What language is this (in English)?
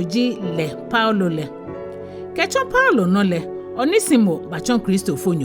Ga